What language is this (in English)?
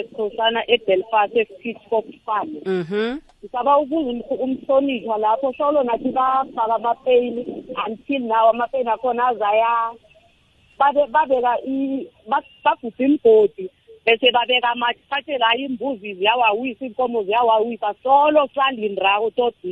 South Ndebele